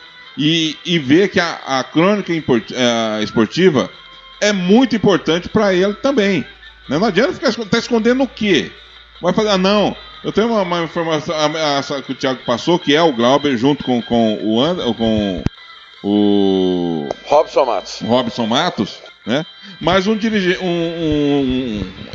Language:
Portuguese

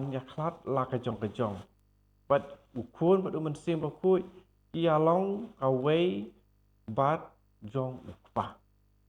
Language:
Khasi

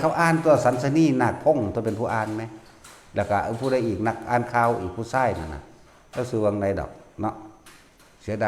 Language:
Northeastern Thai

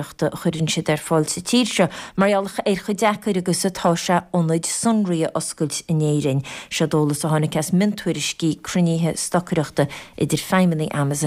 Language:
Irish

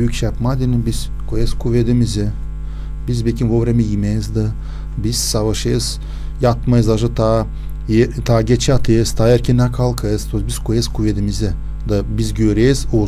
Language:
Gagauz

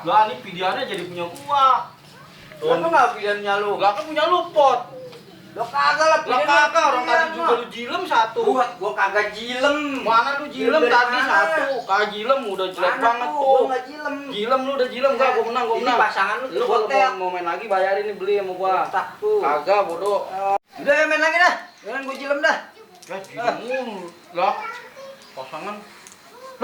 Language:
Betawi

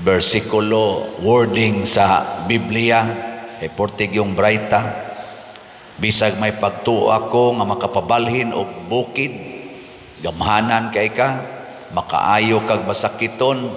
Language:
Cebuano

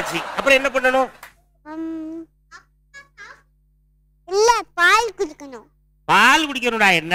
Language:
Tamil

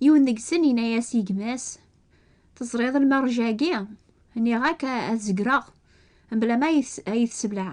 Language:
Kabyle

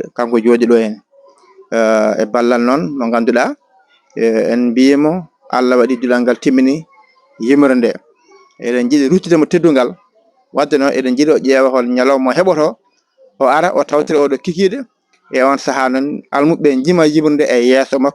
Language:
Fula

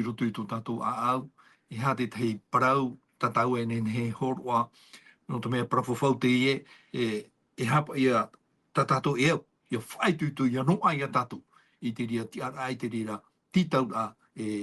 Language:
Tahitian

